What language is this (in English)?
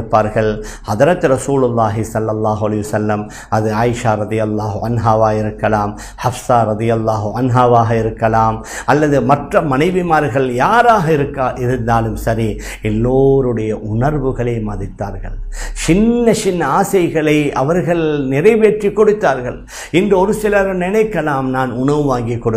Tamil